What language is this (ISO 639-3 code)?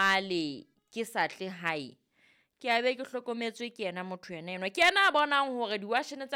sot